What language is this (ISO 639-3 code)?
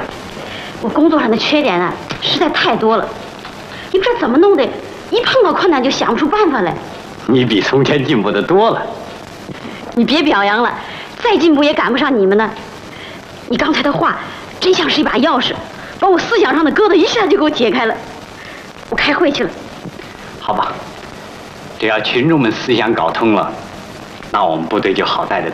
zho